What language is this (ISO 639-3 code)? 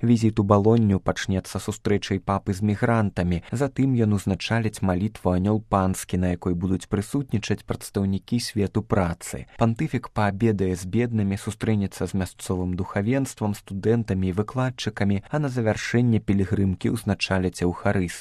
bel